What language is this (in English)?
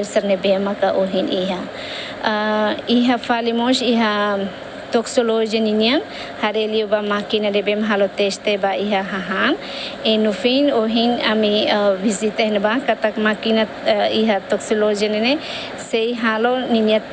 Tetum